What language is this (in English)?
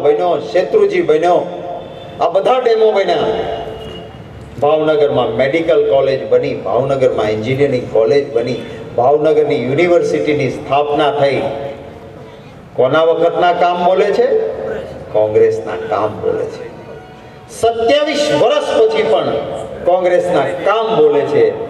Gujarati